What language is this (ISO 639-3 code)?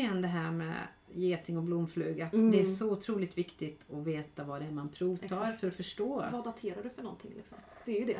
swe